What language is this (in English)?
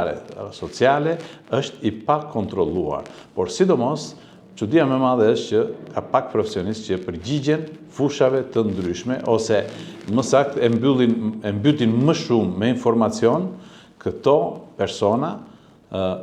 Albanian